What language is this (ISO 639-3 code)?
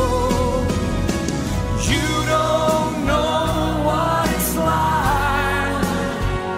eng